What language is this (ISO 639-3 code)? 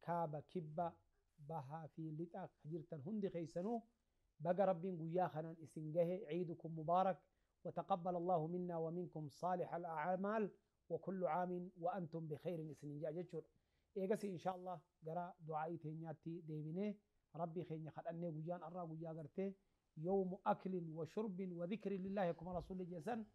orm